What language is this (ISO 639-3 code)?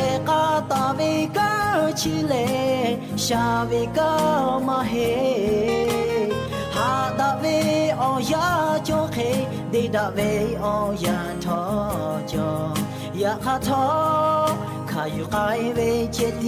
lhu